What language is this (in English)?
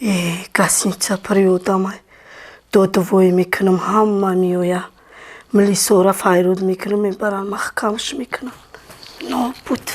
Tajik